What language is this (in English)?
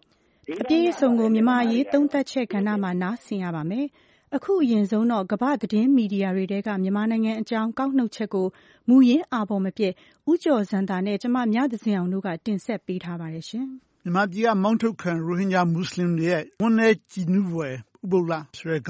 Burmese